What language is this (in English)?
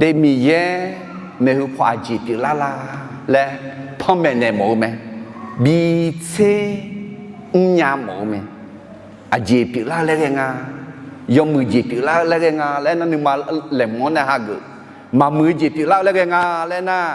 Akha